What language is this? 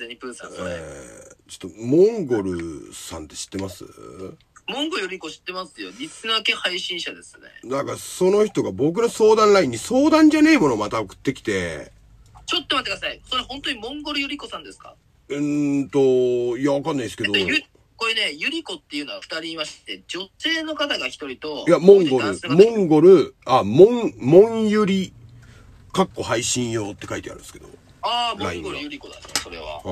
Japanese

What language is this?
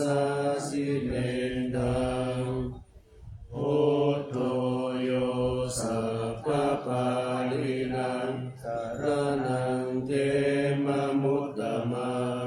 Pali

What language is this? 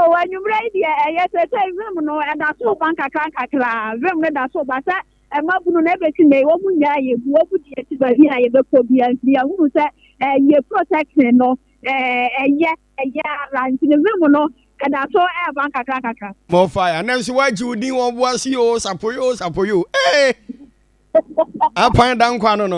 Akan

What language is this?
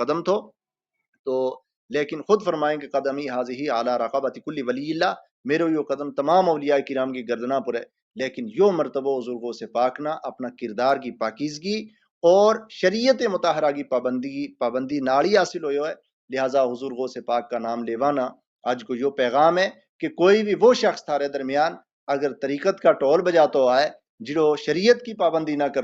Gujari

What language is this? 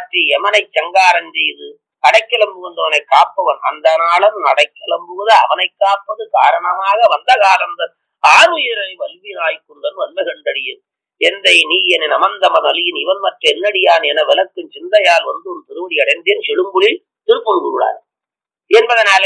Tamil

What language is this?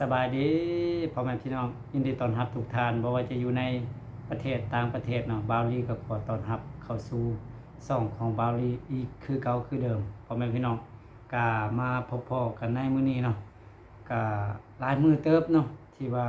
Lao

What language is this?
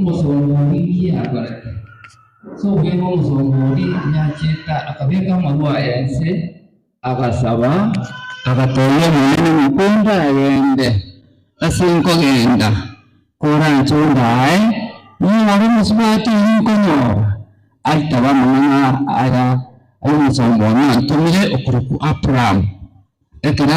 Gusii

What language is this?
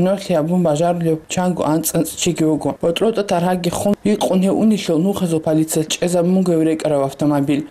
Avaric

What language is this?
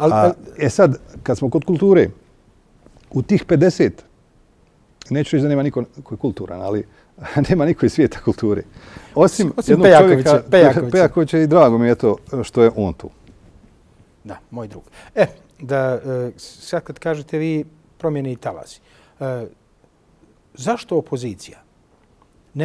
Bosnian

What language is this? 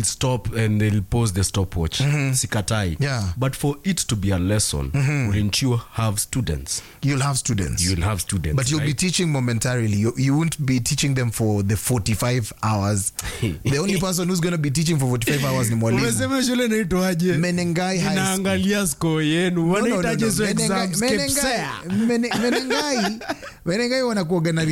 Swahili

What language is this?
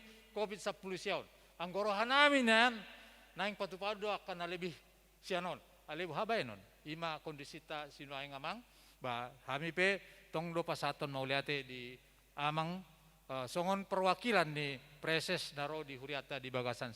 Batak Toba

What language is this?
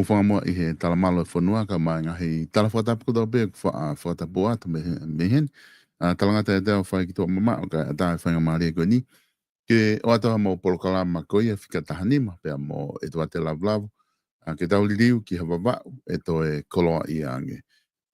Tongan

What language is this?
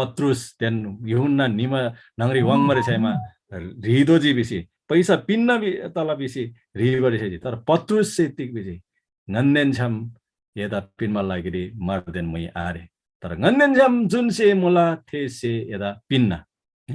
Eastern Tamang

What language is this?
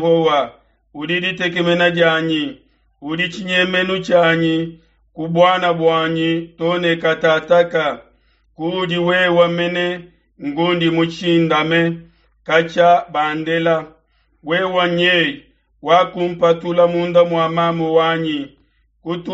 Luba-Lulua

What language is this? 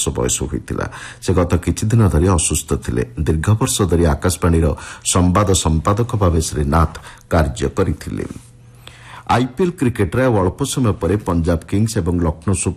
Odia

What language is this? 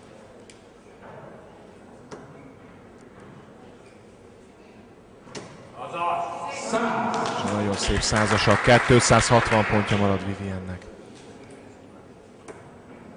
Hungarian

